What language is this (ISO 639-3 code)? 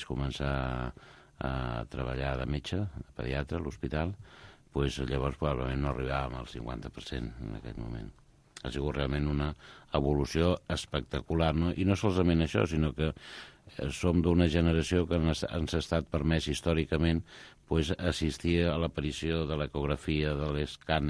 cat